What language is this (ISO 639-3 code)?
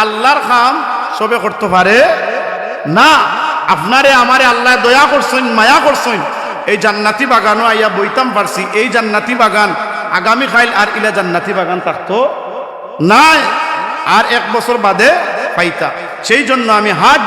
syl